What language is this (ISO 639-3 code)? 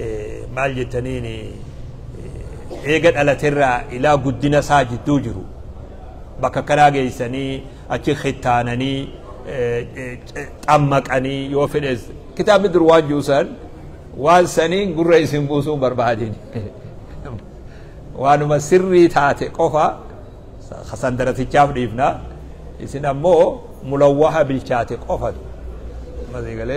orm